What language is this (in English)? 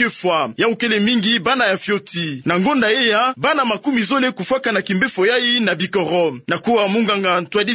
Kituba (Democratic Republic of Congo)